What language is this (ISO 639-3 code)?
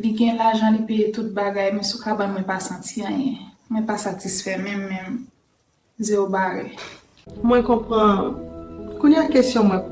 hat